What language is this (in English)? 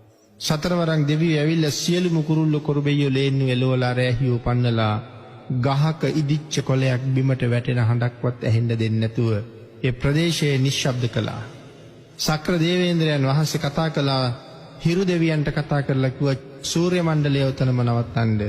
Sinhala